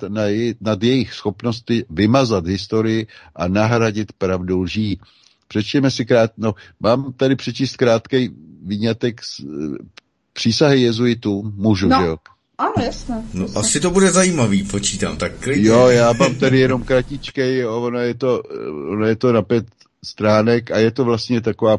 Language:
Czech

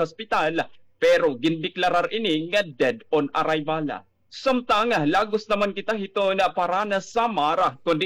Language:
Waray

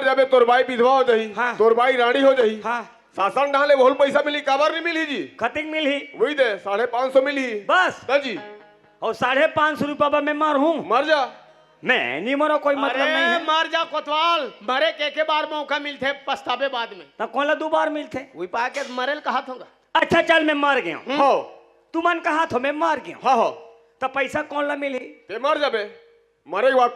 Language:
Chhattisgarhi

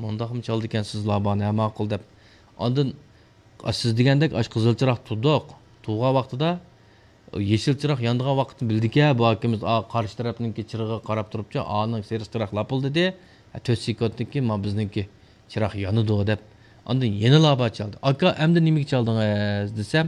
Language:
Uyghur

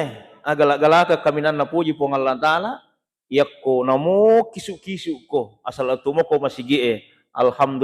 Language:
Buginese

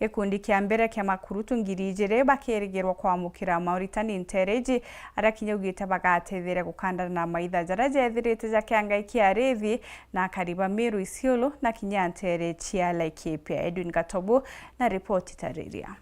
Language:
Meru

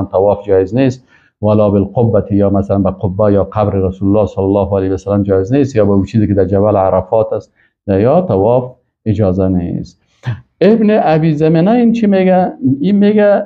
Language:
Persian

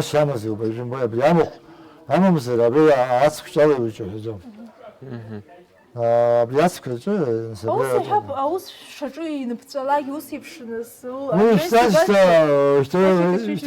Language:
Abkhazian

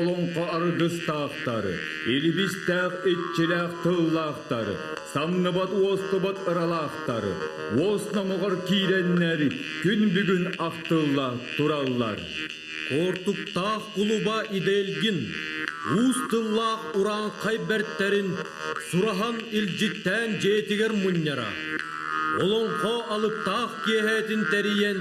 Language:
Yakut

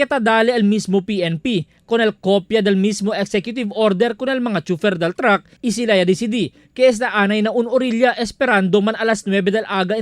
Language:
Chavacano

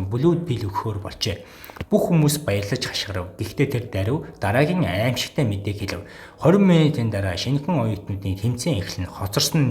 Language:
Mongolian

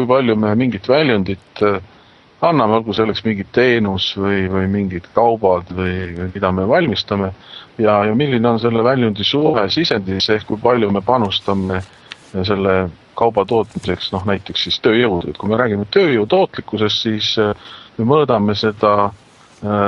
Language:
Estonian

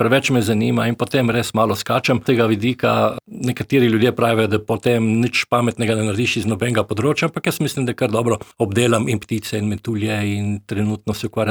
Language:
Slovenian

